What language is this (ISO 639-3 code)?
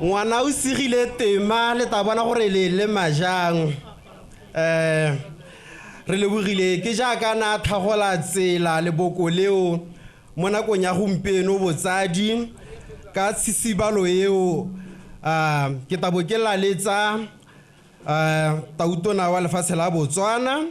tsn